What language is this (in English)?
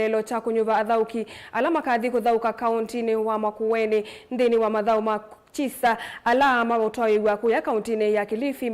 Kamba